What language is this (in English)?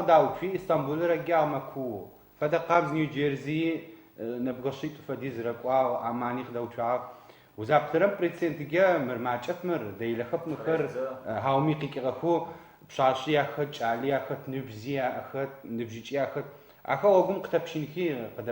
Adyghe